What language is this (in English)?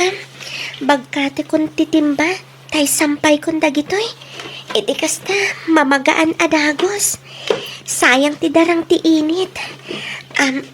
Iloko